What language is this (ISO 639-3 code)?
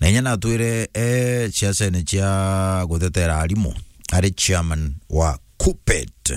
mer